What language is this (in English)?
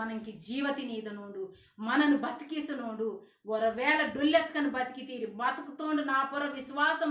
Koya